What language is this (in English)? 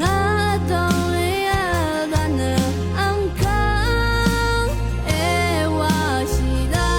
Rawang